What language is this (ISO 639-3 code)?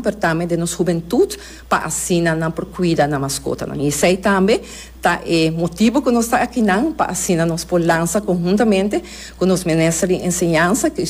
pap